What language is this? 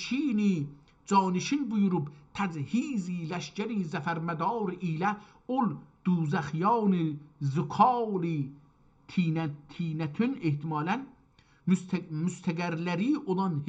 South Azerbaijani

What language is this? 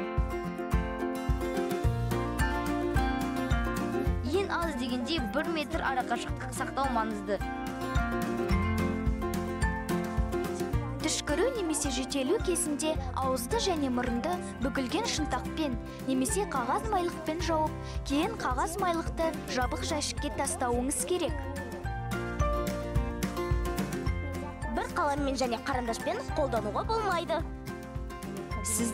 Kazakh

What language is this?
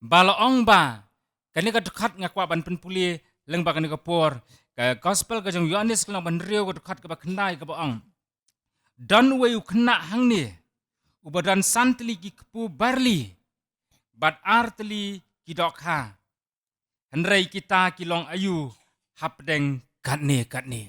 Khasi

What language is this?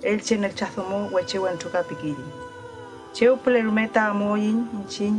Mapuche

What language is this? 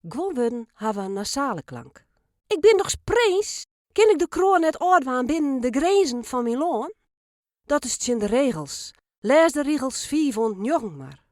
Western Frisian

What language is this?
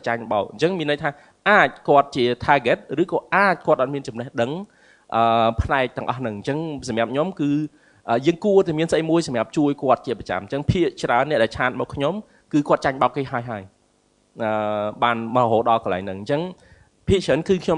Khmer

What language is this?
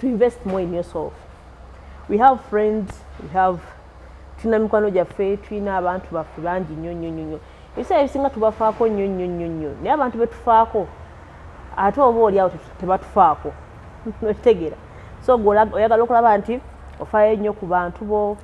Ganda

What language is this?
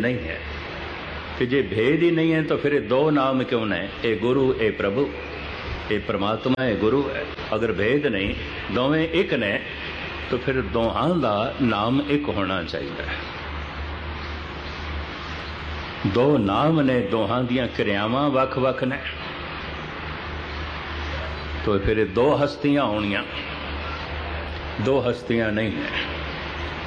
Punjabi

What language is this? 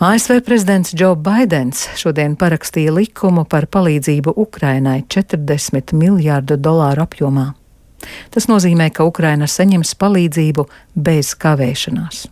Latvian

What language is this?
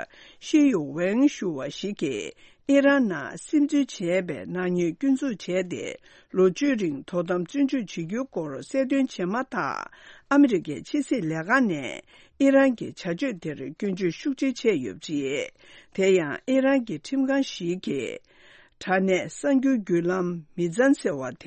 Tibetan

